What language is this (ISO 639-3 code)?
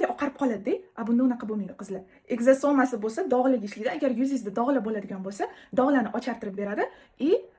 uzb